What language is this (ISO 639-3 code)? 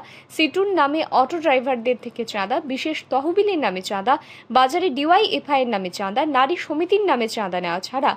ben